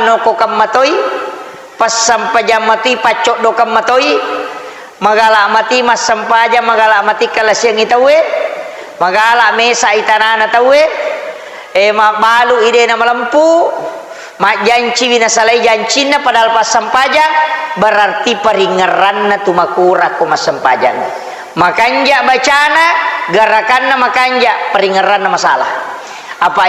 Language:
Buginese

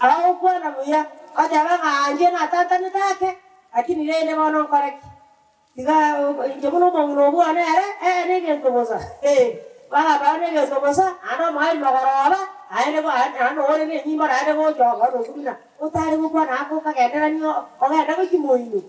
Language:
Gusii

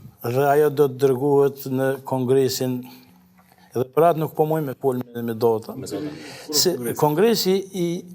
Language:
Albanian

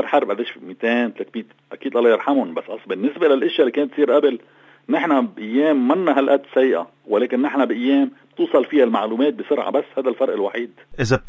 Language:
North Levantine Arabic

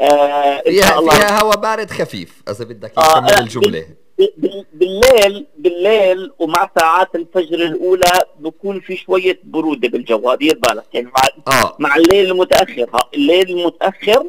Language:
North Levantine Arabic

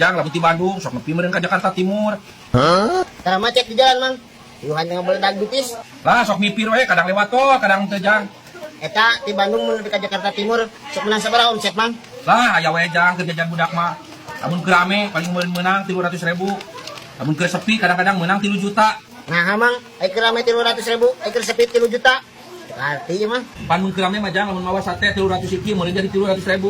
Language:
Sundanese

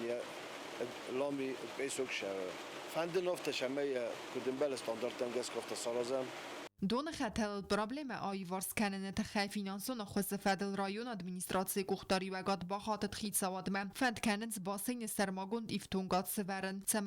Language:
Ossetic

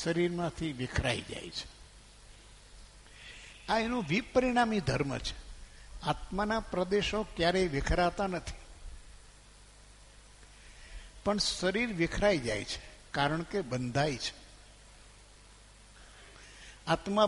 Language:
Gujarati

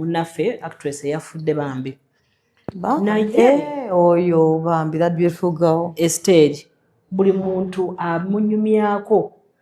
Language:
Ganda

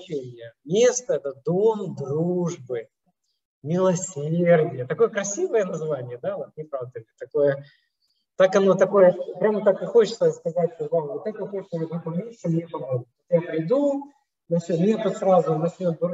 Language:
Russian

